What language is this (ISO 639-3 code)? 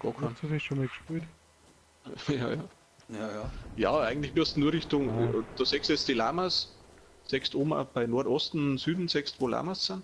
bar